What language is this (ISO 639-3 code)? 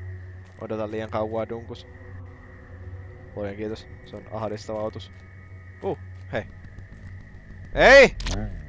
fin